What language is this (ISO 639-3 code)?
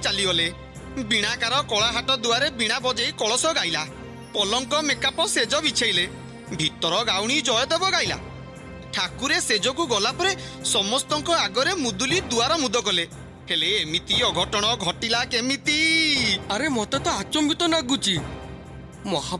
ori